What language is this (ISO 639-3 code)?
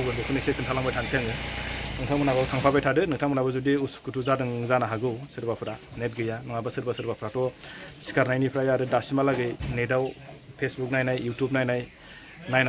brx